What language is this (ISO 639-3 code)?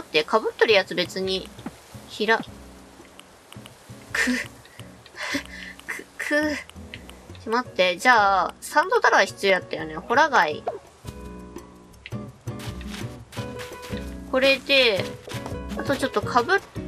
jpn